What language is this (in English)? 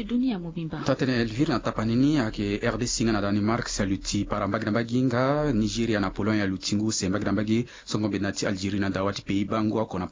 Sango